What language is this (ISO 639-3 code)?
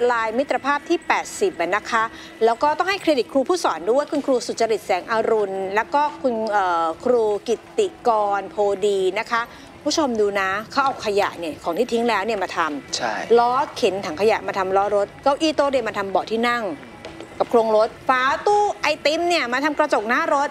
tha